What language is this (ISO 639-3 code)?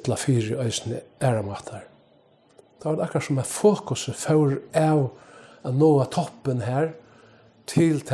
fao